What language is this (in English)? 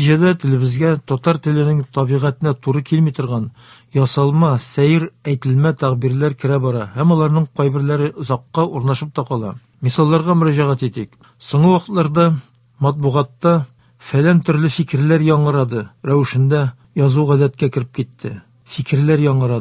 Tatar